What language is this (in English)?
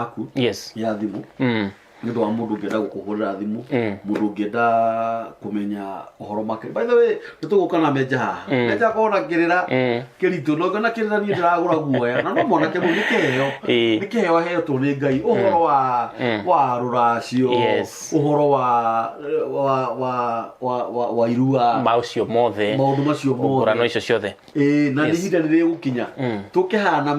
Kikuyu